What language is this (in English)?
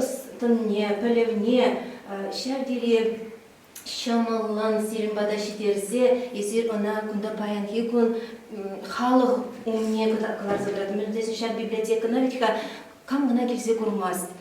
Chuvash